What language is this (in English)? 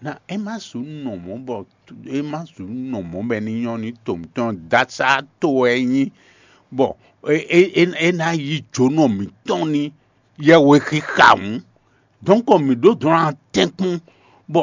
Fon